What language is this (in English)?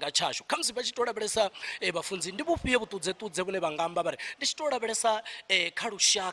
Venda